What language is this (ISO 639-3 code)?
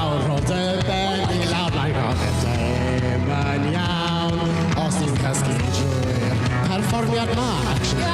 cym